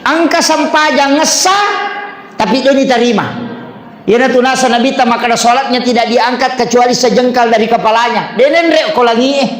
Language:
Buginese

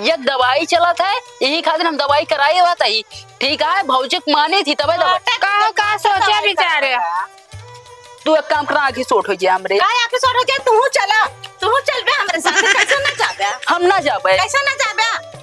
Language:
Awadhi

